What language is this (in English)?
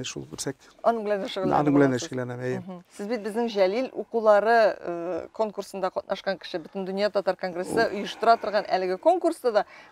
Tatar